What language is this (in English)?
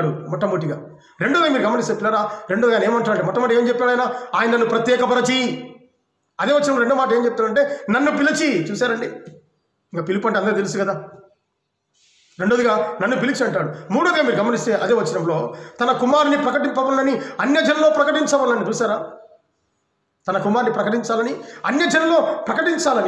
Telugu